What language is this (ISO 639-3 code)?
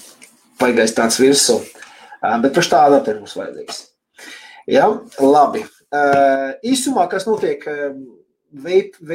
lav